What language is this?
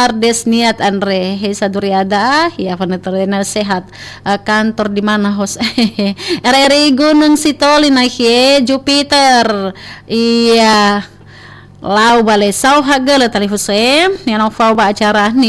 Nias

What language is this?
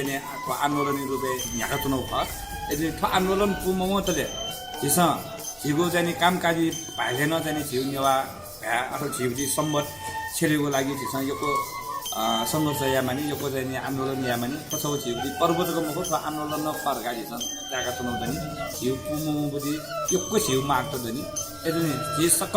Newari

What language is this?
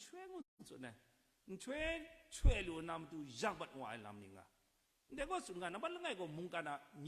Kachin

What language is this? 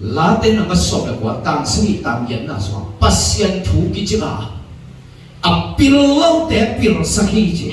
Tedim Chin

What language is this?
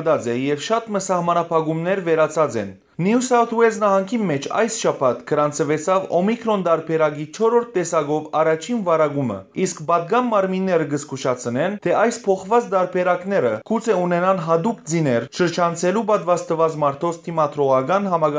Western Armenian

